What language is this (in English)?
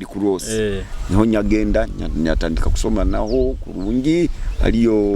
Nyoro